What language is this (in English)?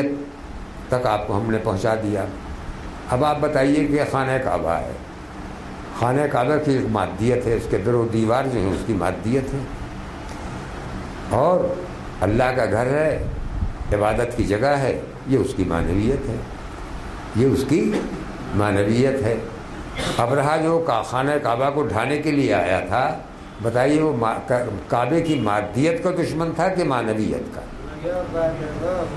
Urdu